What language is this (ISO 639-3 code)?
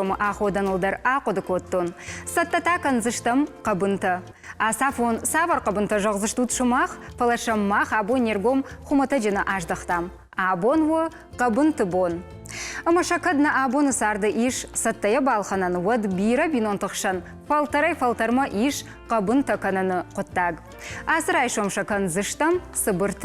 oss